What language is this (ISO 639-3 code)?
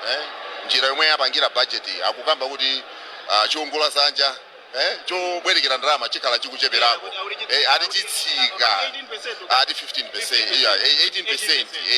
nya